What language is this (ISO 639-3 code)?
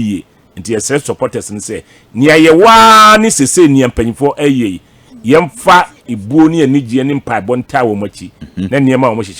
aka